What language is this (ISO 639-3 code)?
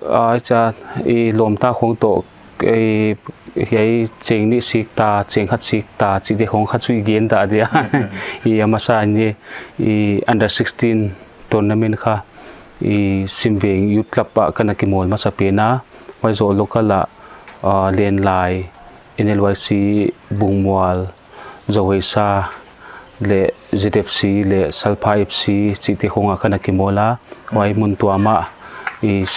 pck